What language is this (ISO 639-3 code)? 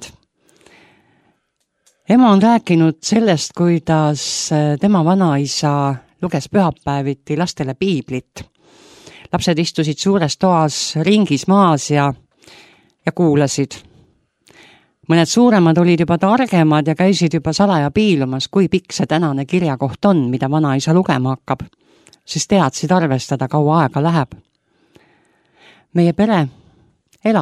est